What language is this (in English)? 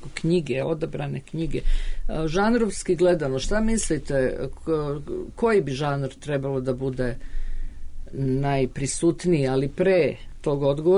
Serbian